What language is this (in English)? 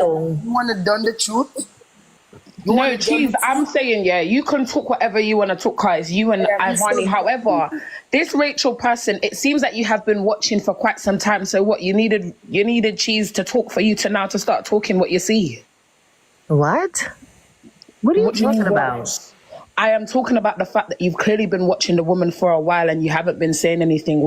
Jamaican Creole English